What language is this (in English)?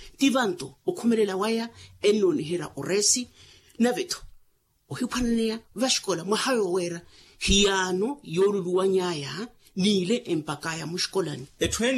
Makhuwa